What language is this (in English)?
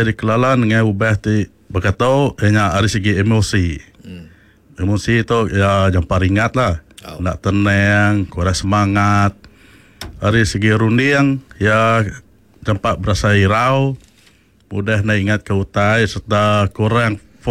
Iban